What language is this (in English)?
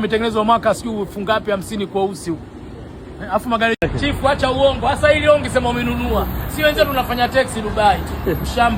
Swahili